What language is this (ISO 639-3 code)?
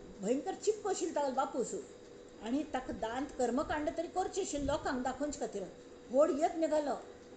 kok